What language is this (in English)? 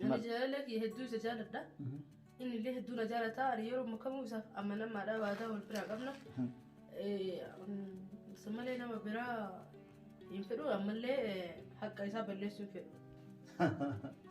Oromo